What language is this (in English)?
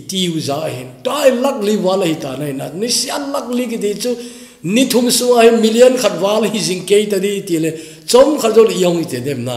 Thado Chin